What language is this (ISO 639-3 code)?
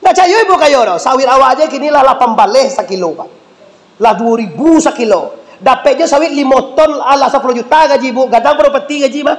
min